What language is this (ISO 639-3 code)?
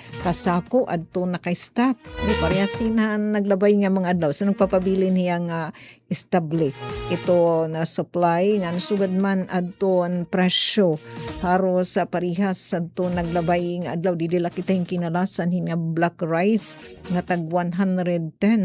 war